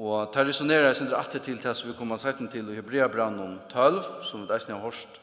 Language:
Faroese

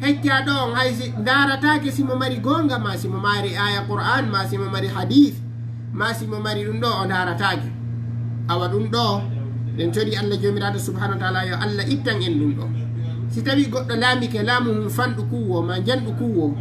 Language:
Fula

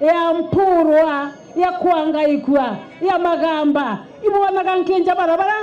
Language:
Meru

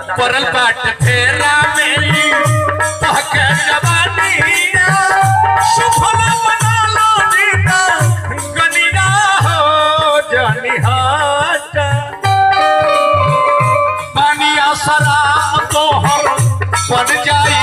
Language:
Bhojpuri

